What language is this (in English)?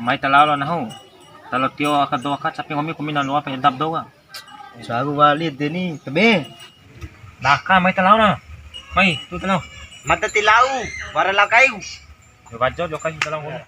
Bima